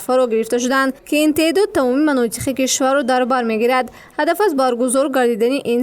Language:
Tajik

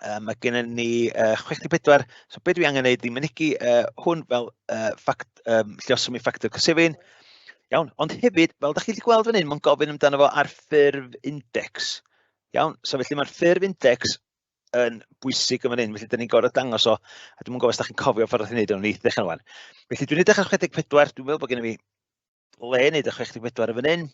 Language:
Welsh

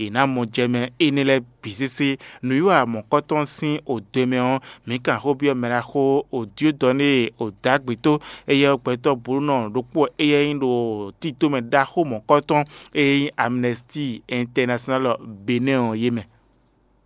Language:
Fon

